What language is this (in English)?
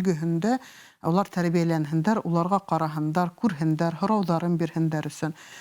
Bashkir